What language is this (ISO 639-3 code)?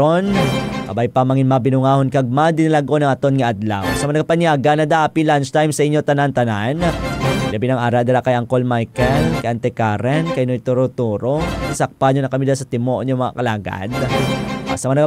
hil